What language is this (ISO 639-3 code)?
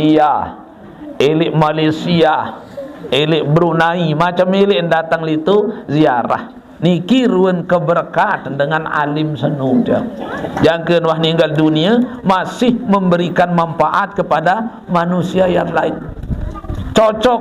sas